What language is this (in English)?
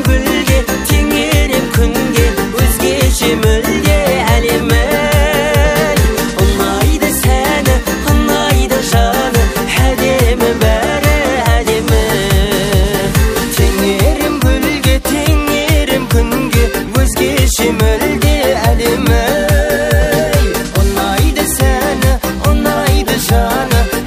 Kazakh